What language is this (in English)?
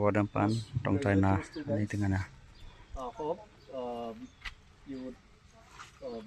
Hmar